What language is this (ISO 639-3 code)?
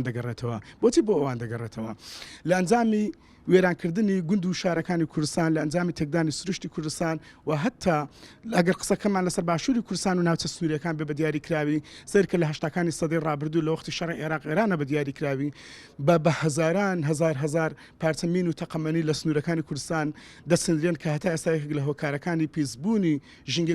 ckb